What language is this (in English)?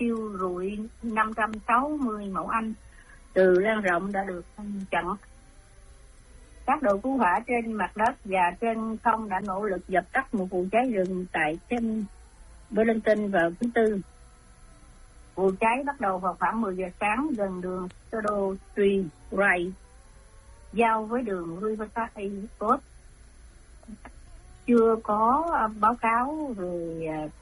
Vietnamese